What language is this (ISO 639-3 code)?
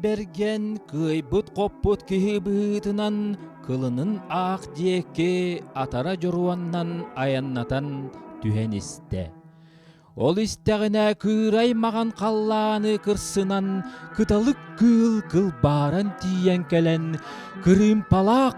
sah